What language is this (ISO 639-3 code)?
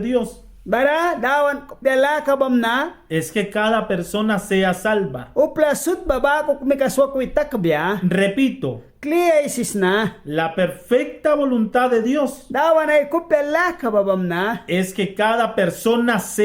miq